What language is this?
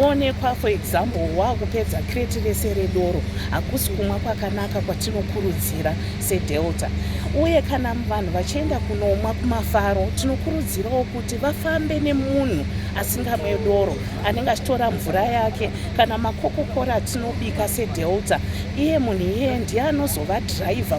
Shona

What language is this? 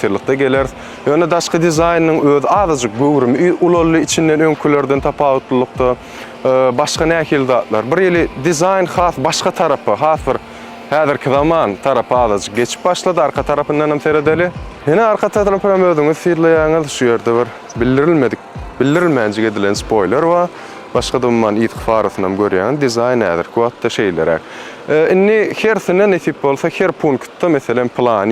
Turkmen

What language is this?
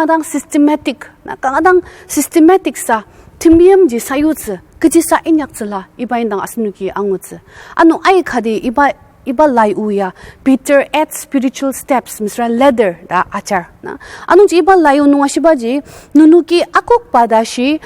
Ao Naga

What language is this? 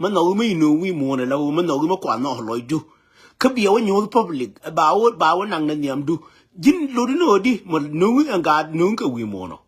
Nuer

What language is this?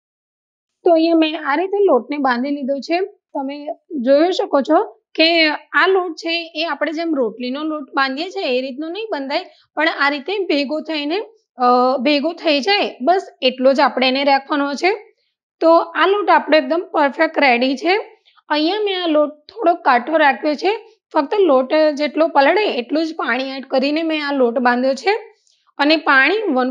Gujarati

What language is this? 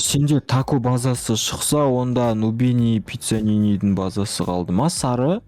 Kazakh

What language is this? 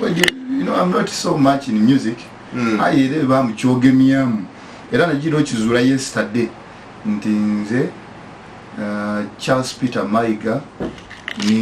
Ganda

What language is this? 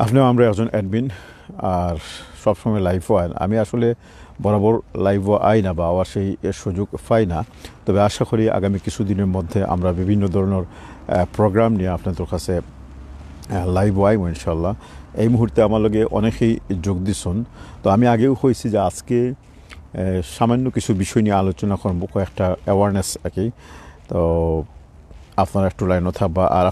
Sylheti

